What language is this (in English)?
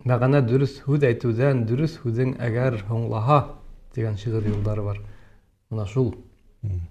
Bashkir